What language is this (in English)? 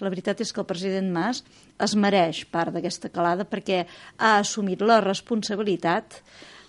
Catalan